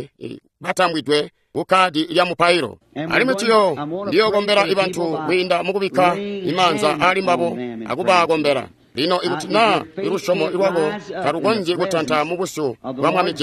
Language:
Tonga (Zambia)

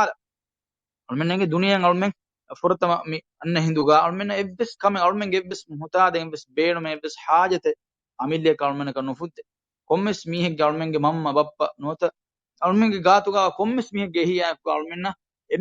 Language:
Divehi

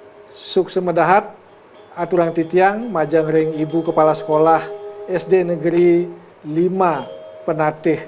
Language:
Balinese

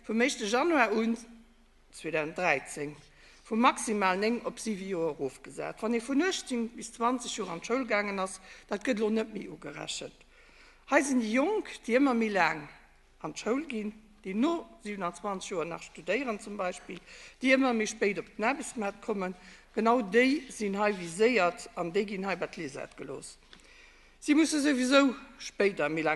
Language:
Luxembourgish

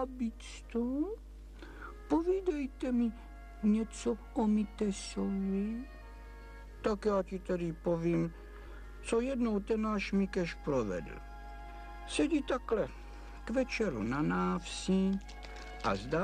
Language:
Czech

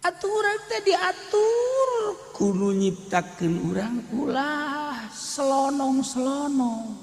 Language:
Sundanese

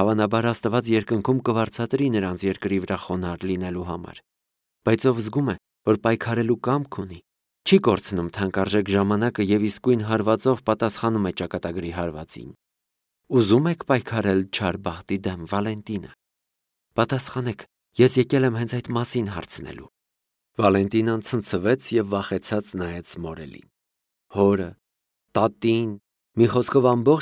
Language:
Armenian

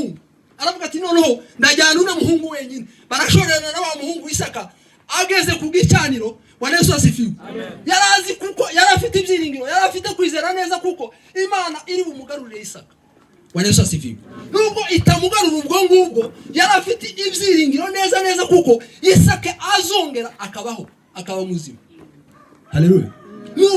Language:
Kinyarwanda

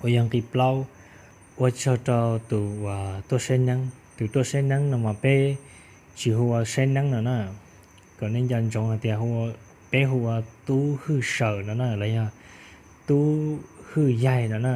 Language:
Hmong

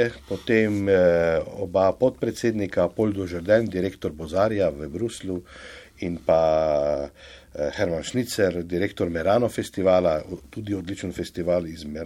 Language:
Slovenian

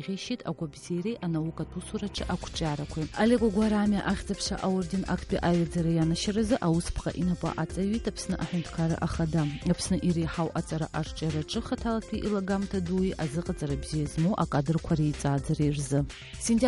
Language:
Abkhazian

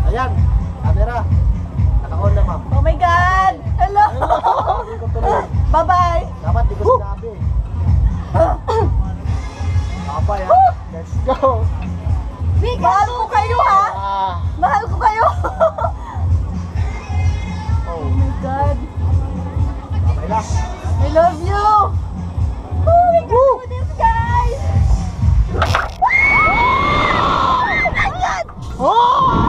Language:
Filipino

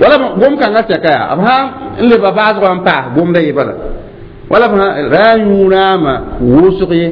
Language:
Mossi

